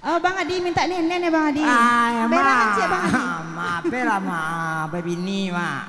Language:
Minangkabau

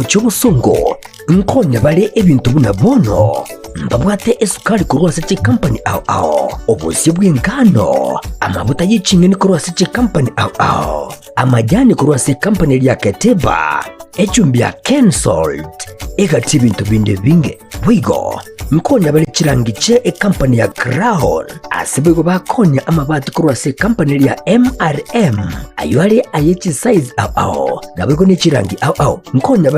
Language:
Gusii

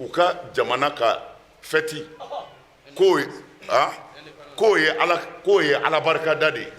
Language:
Bambara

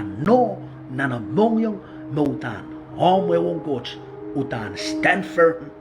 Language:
Pohnpeian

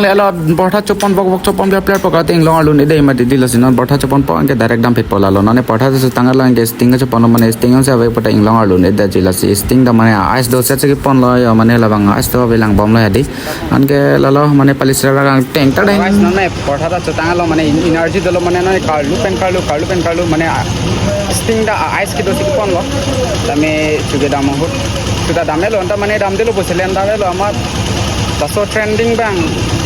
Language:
Karbi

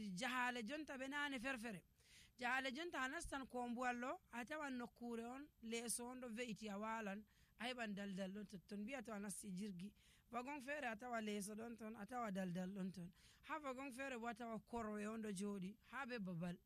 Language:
Nigerian Fulfulde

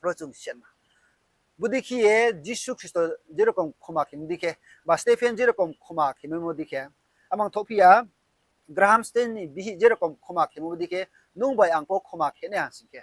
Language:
Riang (India)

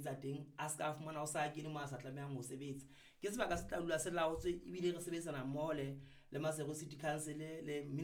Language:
Southern Sotho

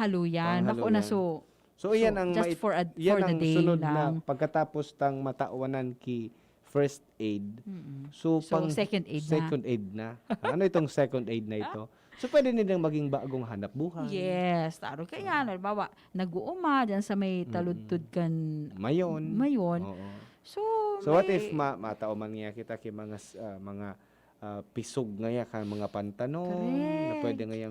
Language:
Bikol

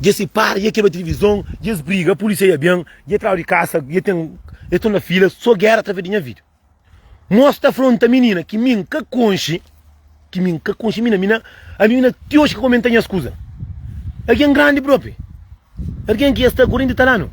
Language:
Kabuverdianu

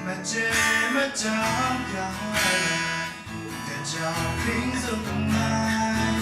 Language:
Kachin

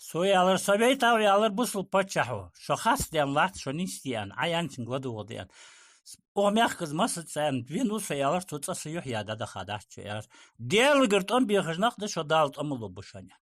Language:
Ingush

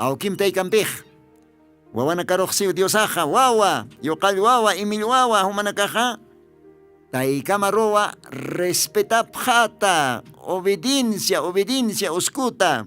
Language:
Aymara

